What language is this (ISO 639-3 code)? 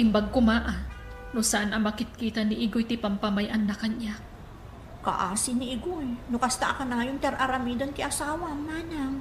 ilo